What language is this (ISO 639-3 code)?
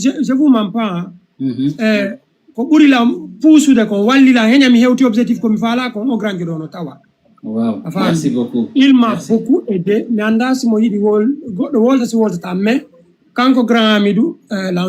ful